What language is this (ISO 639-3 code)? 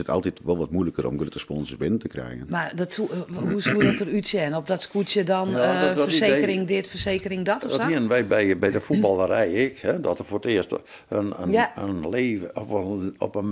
fry